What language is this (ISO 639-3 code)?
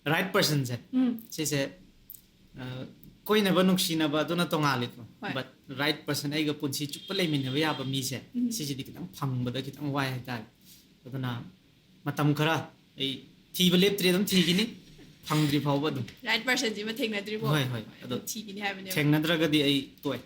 mni